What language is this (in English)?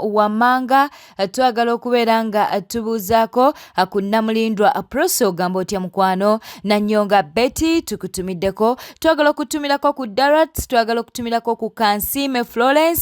Ganda